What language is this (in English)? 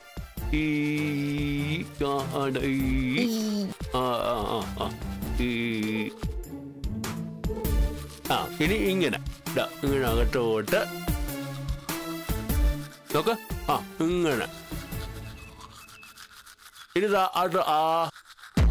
Malayalam